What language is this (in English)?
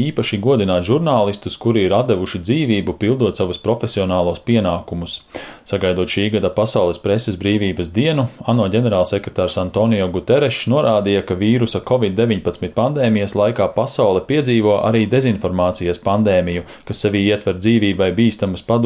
Latvian